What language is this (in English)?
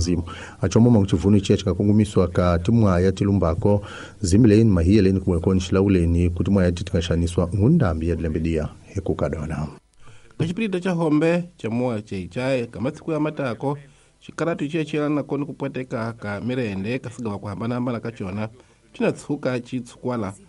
Tsonga